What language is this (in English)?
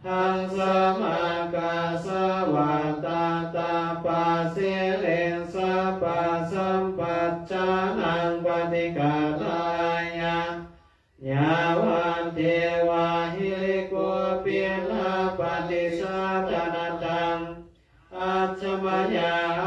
Pali